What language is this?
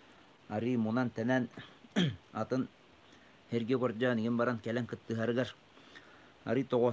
Yakut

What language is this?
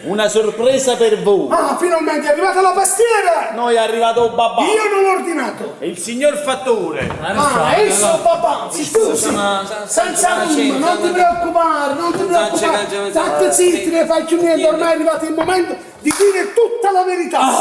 Neapolitan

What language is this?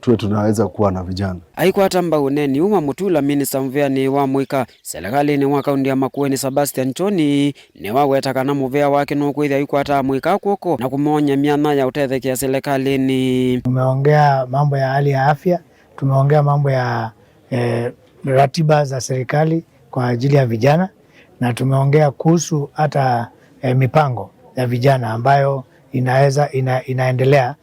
Kamba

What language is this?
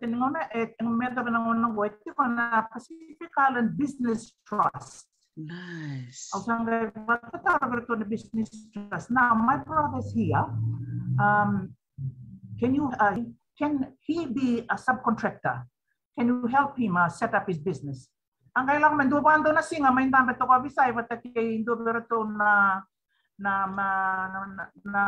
Fijian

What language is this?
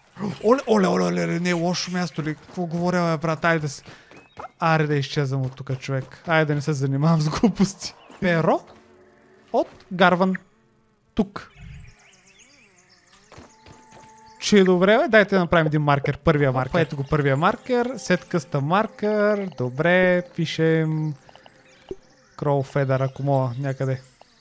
Bulgarian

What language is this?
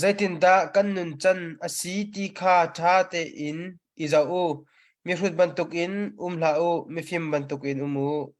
Hakha Chin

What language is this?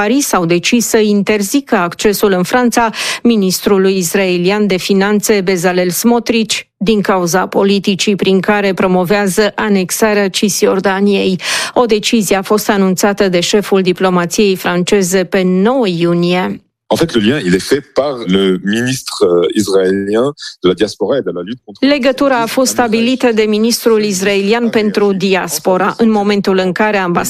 Romanian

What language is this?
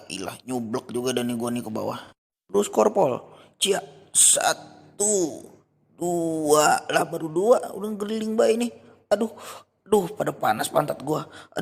Betawi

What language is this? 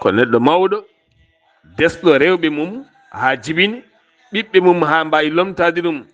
Fula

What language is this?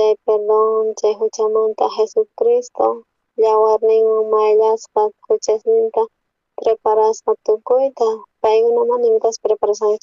South Bolivian Quechua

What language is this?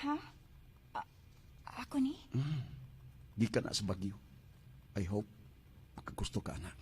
Cebuano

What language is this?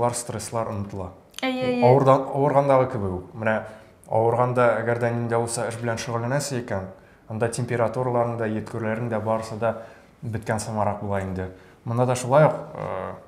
Tatar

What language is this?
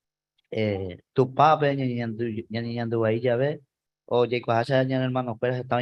Guarani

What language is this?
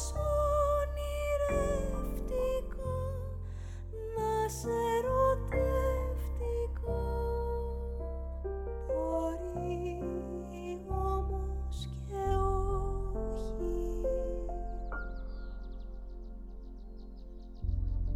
Greek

